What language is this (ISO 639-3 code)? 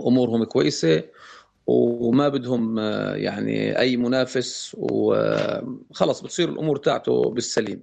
apc